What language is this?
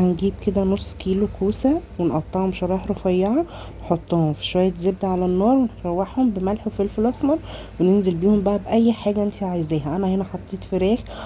Egyptian Arabic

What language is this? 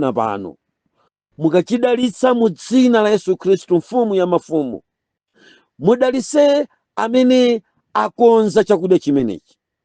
Nyanja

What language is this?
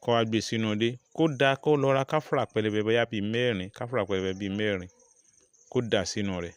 Yoruba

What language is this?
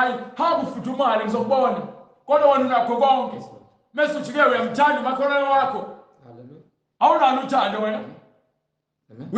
Zulu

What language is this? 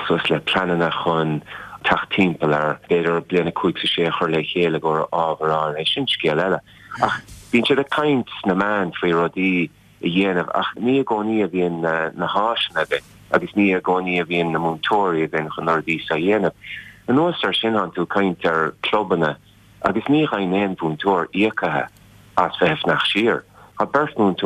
Irish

